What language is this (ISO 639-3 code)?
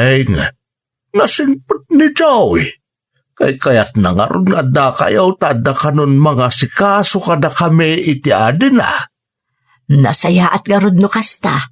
ilo